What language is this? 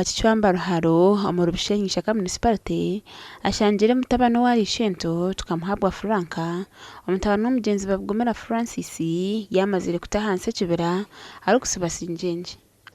Nyankole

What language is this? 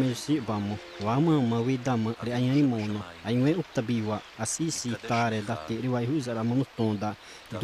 Xavánte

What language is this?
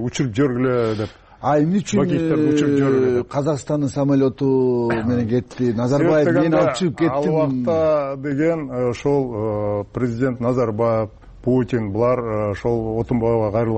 Kyrgyz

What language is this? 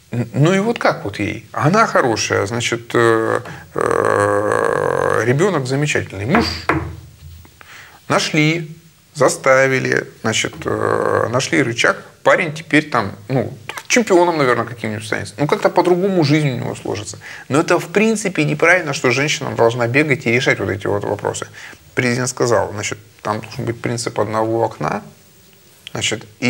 Russian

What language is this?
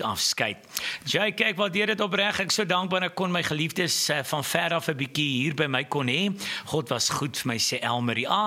Afrikaans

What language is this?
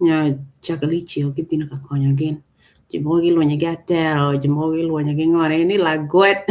Acoli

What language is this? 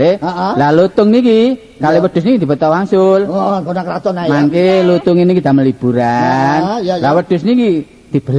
Javanese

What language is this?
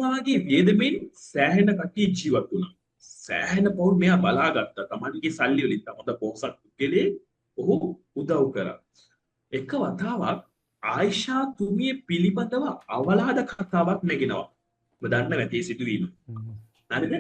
Sinhala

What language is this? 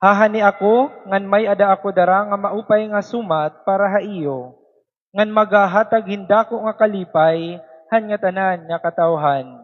Waray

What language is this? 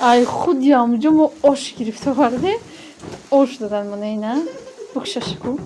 Tajik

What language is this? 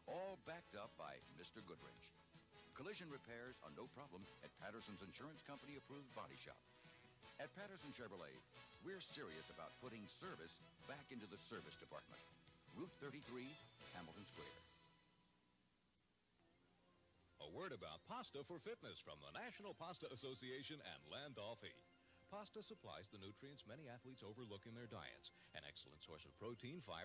English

